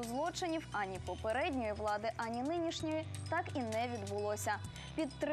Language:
Ukrainian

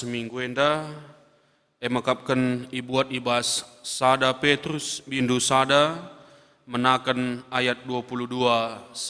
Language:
Batak Karo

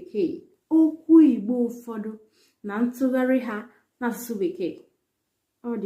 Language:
Igbo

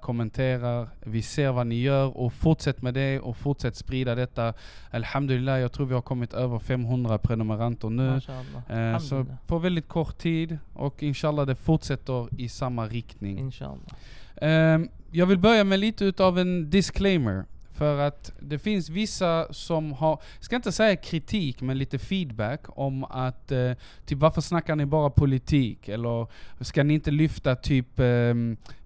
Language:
Swedish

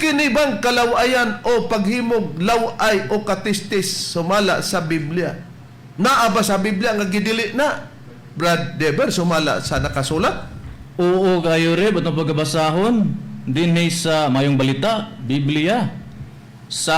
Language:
Cebuano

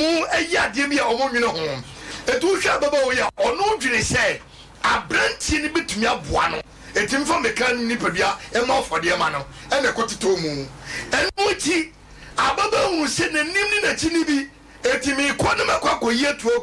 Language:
Akan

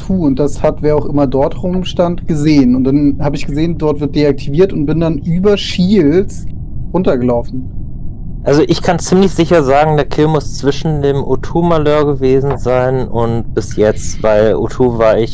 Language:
Swiss German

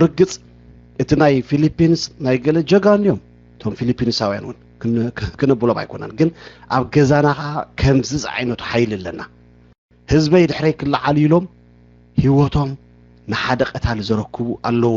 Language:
Tigrinya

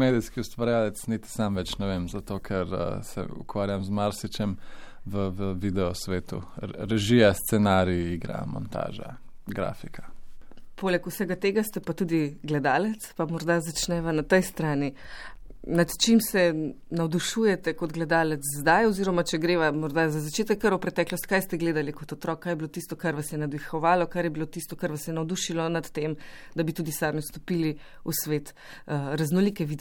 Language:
Slovenian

